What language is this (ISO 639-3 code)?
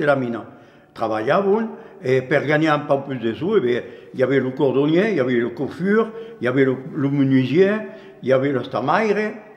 oci